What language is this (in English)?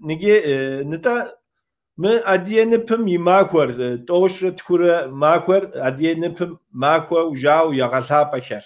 Kabardian